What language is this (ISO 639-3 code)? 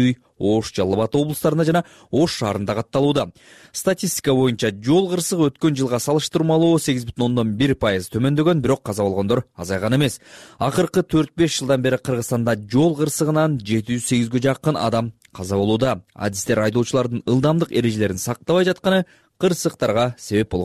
kir